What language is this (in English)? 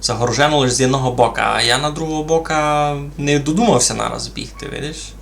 Rusyn